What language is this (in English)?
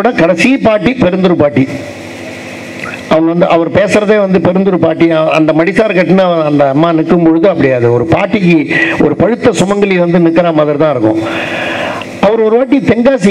Tamil